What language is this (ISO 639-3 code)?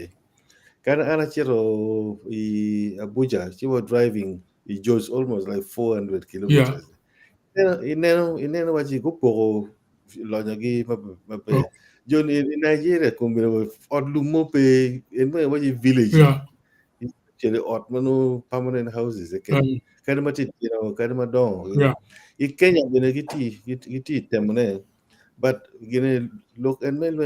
ach